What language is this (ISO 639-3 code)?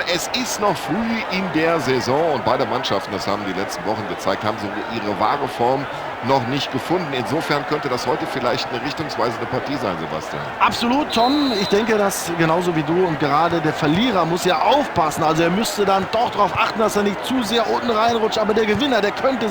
bar